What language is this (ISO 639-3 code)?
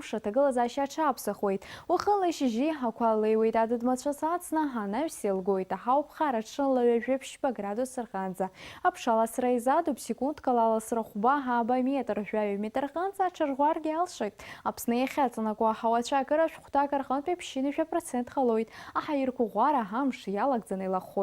abk